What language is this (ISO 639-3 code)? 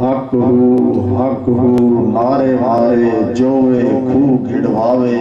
skr